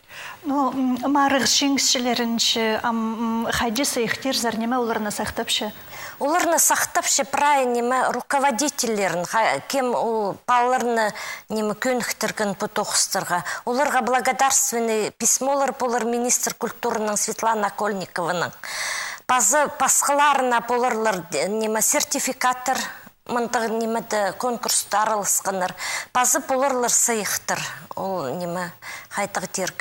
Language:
Khakas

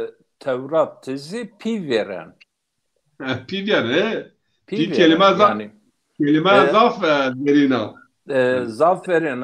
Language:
Zaza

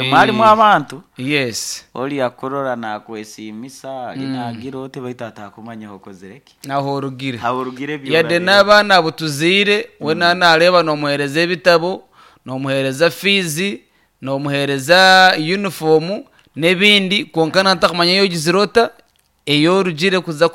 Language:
Nyankole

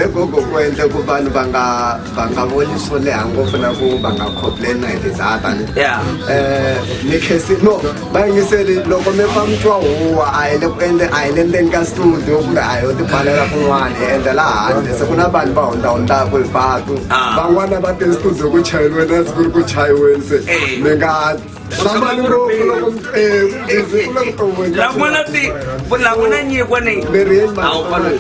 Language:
Tsonga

